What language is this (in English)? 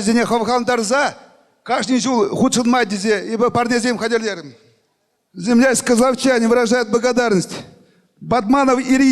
Chuvash